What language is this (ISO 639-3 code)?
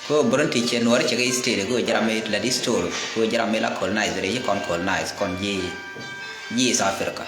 nus